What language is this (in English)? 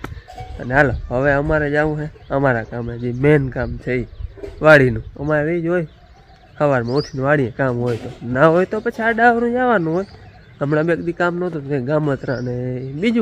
Gujarati